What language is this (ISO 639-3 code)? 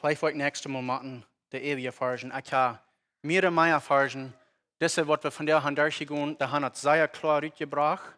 pdt